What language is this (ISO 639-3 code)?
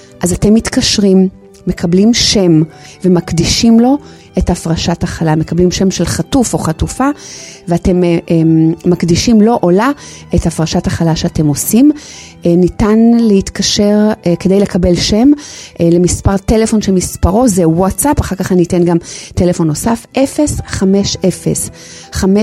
heb